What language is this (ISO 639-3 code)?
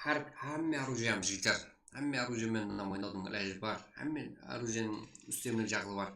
kaa